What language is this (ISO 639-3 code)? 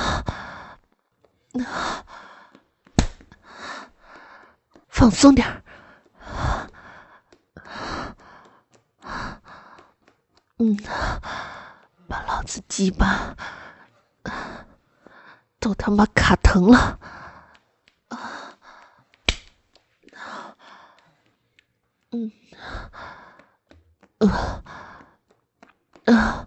zho